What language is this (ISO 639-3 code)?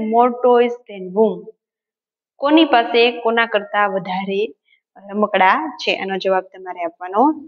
guj